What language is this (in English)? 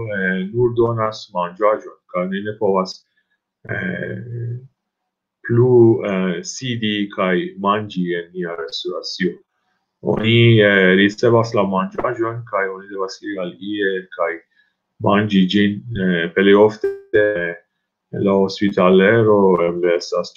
Esperanto